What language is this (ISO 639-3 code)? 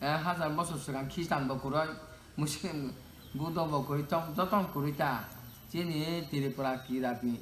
trp